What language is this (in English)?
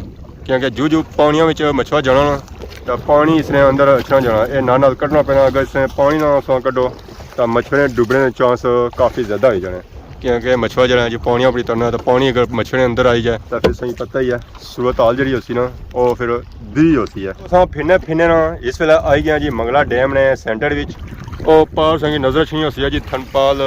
Pahari-Potwari